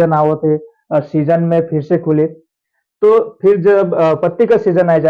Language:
Sadri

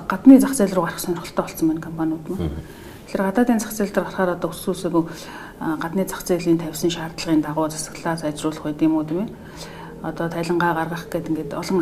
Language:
Mongolian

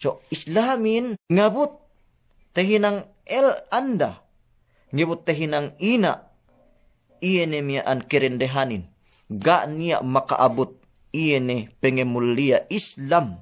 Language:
Yakan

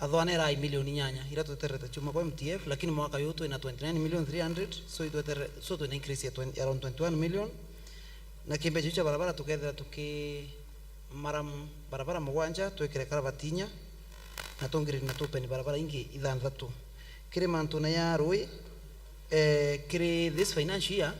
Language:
Meru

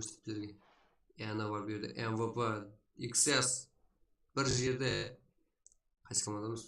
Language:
Kara-Kalpak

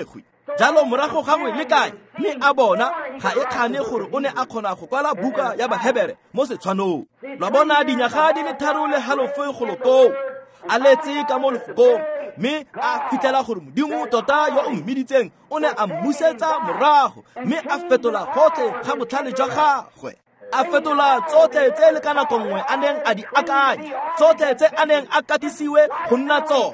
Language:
Tswana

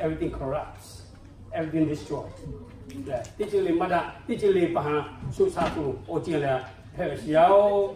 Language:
Lahu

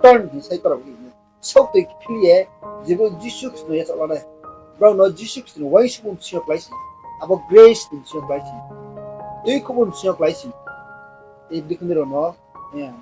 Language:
Riang (India)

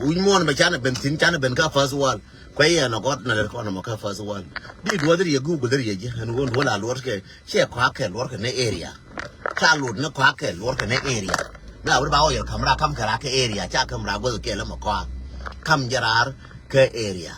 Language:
Nuer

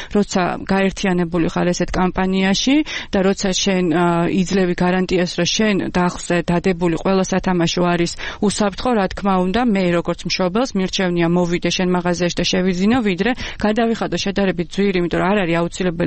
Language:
Georgian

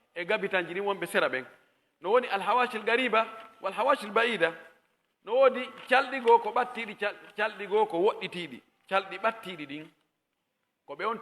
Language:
Pular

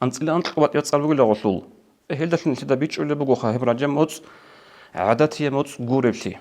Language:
Avaric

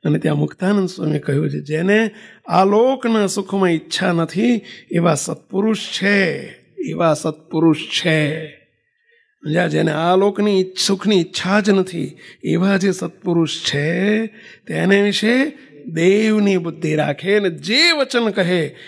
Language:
Gujarati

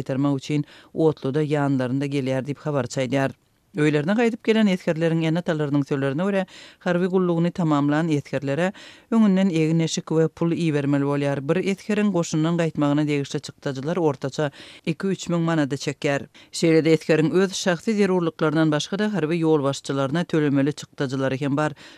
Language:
Turkmen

